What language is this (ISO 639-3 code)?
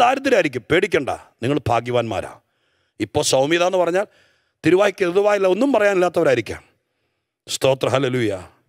mal